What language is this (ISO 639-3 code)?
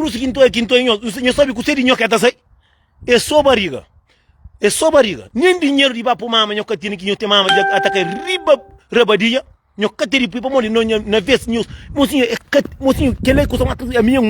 kea